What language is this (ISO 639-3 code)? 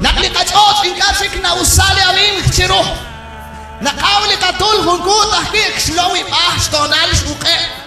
kek